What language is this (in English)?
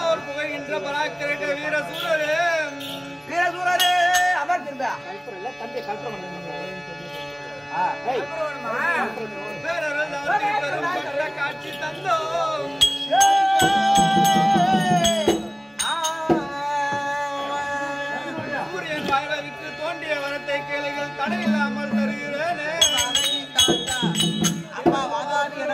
Tamil